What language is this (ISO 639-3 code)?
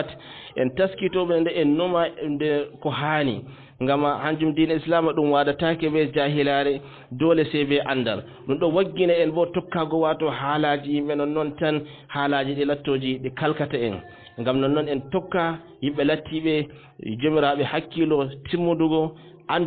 ful